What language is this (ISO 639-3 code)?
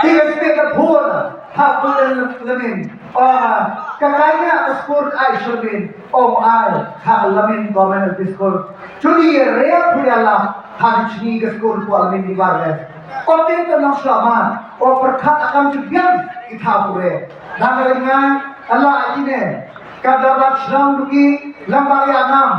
kha